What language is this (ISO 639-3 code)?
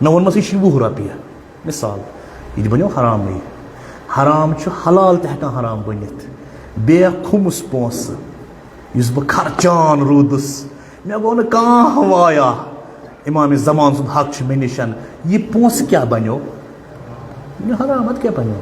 kas